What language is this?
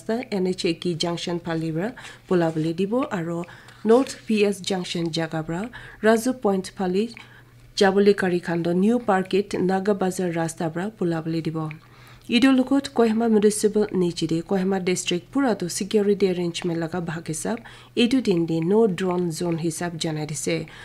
Naga Pidgin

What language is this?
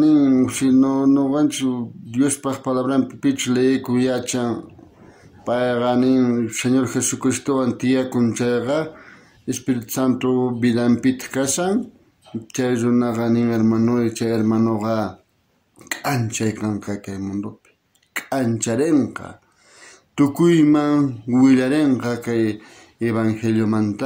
South Bolivian Quechua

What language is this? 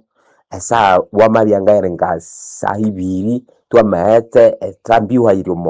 Nande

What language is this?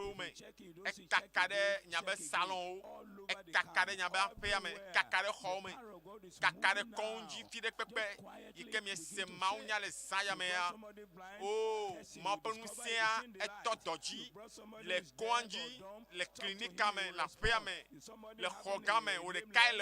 Ewe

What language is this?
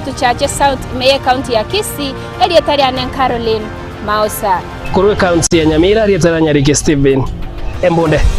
Gusii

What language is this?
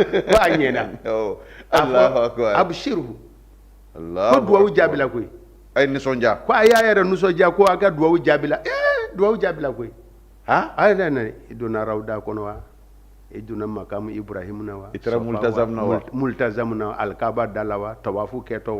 Bambara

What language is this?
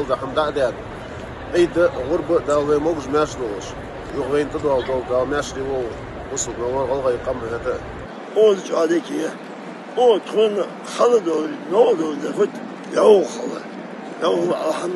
Ingush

